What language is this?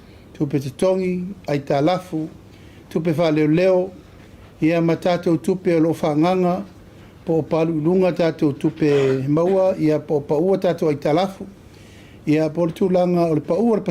Samoan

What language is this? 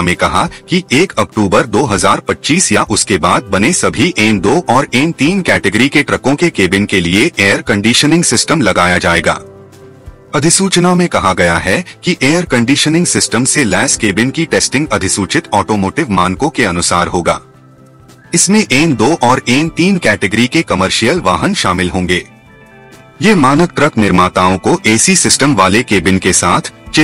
Hindi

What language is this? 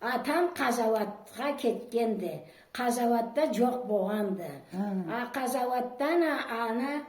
Karachay-Balkar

